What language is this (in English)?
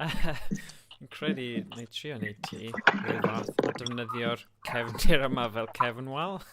Welsh